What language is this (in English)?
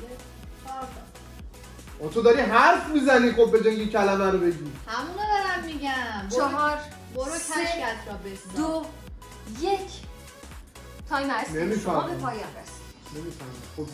Persian